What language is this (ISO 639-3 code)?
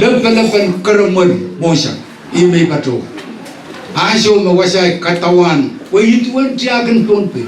pon